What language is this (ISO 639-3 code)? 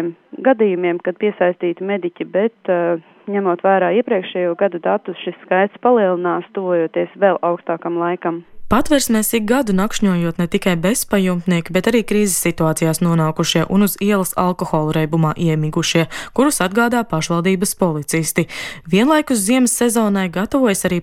lav